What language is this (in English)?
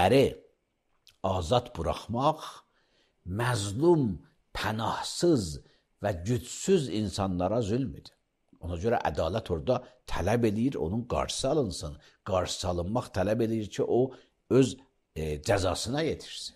Azerbaijani